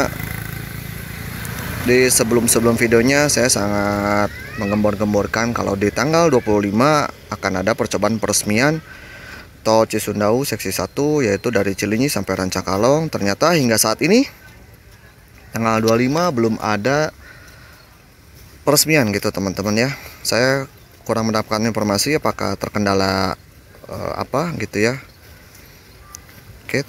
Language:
Indonesian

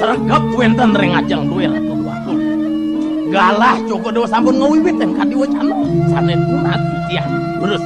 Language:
Balinese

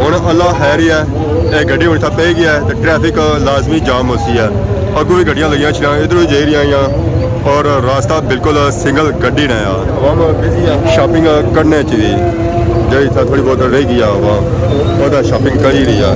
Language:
Pahari-Potwari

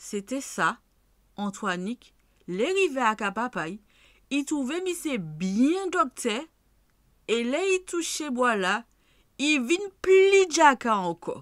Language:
Guadeloupean Creole French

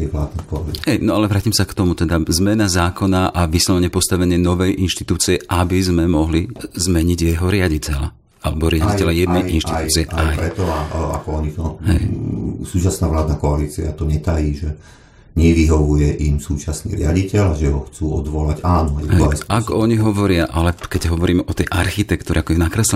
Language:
Slovak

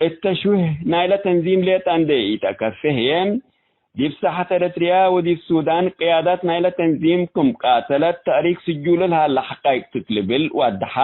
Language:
Tigre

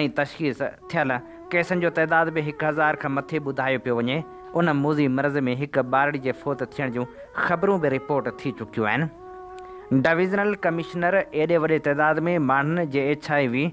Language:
Sindhi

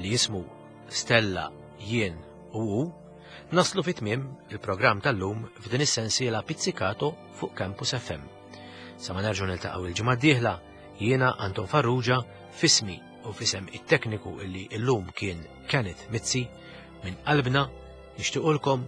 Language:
Maltese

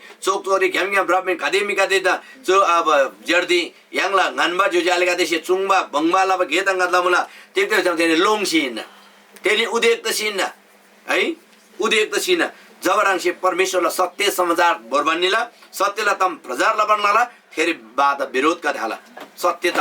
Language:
Eastern Tamang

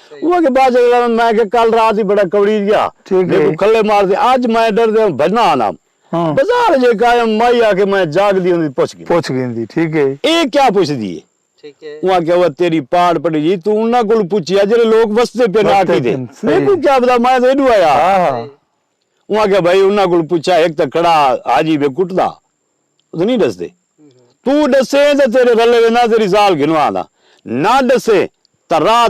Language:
Saraiki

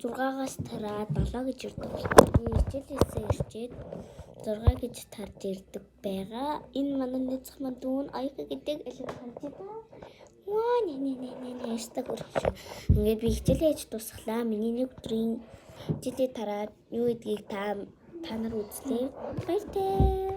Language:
Mongolian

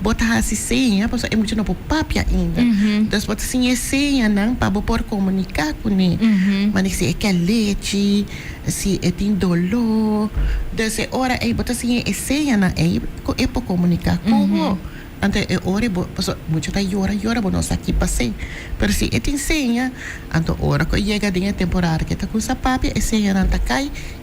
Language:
Papiamento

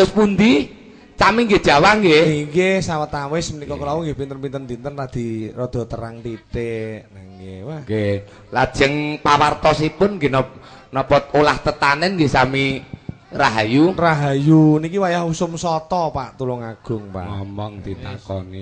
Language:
Javanese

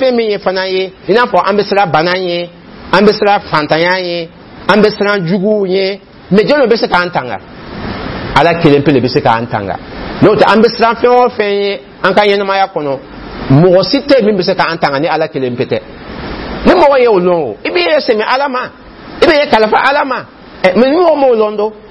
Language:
Dyula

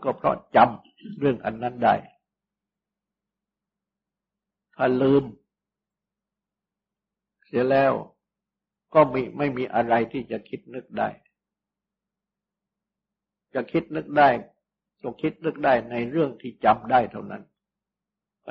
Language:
Thai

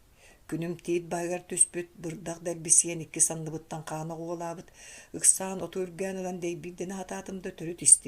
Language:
Yakut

